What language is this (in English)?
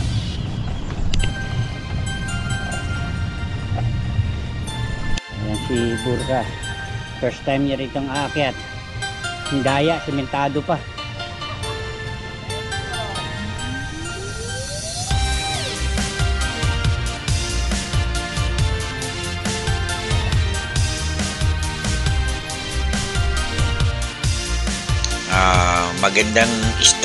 Filipino